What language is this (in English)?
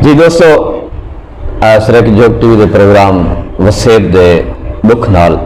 Saraiki